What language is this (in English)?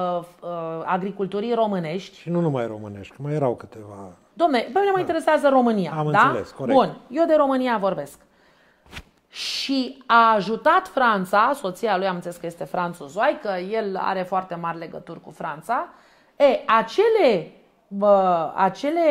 Romanian